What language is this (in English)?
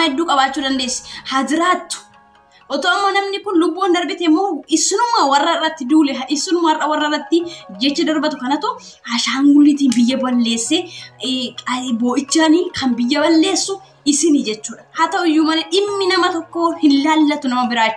Oromo